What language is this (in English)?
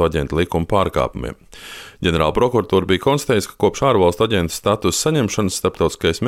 Latvian